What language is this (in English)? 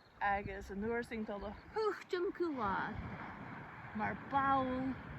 Scottish Gaelic